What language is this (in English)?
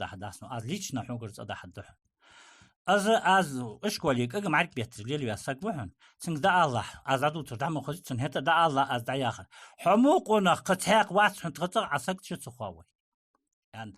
Ingush